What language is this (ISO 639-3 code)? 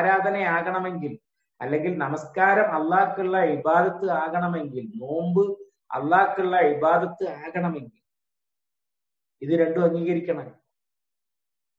mal